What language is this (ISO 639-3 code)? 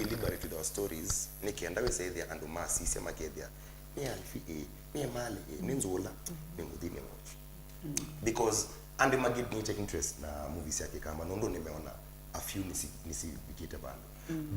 kam